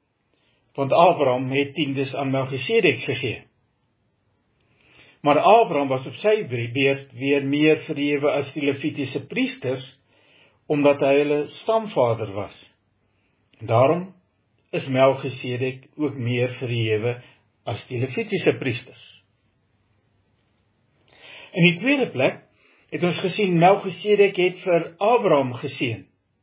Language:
Afrikaans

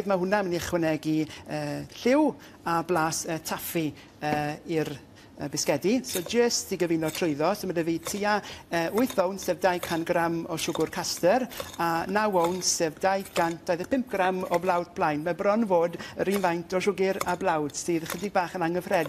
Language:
Welsh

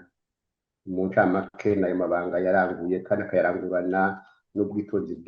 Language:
Rundi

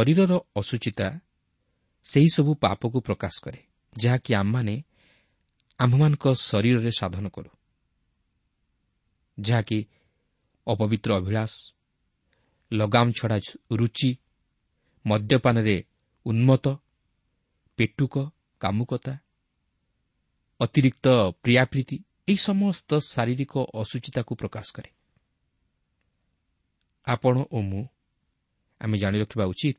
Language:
Odia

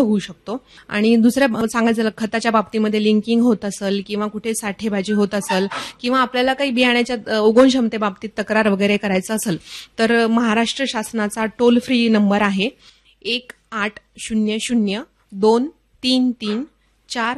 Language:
Marathi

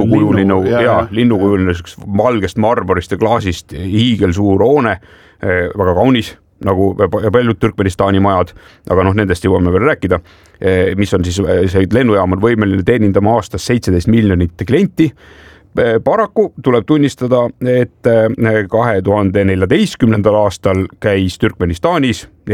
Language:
Estonian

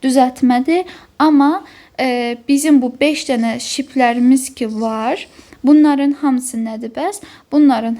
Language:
Azerbaijani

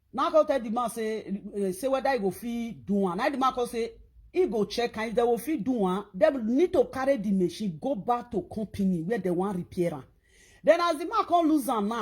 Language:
Nigerian Pidgin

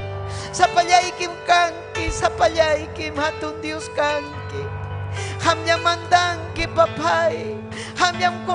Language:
Ayacucho Quechua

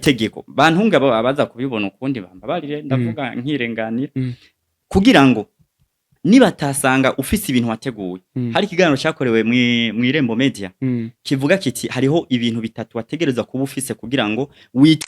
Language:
Rundi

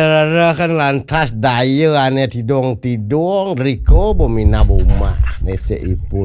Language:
Balinese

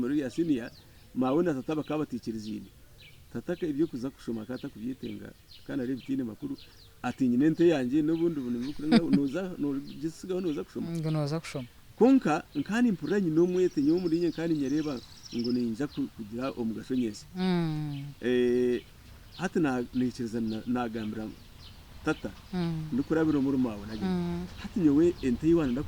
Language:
Nyankole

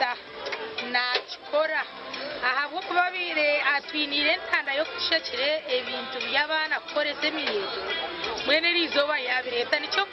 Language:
Nyankole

